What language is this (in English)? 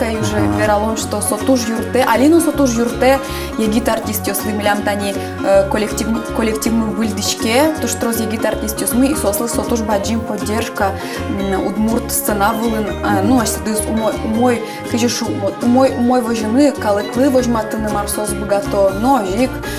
Udmurt